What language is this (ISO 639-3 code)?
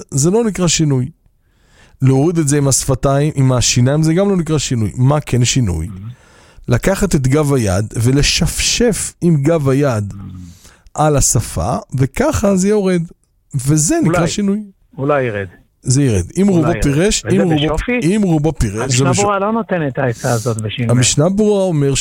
heb